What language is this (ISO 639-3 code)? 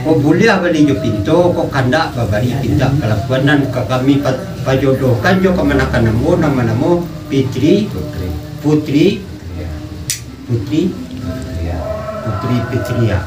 min